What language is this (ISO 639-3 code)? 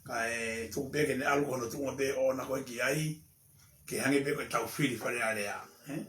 ton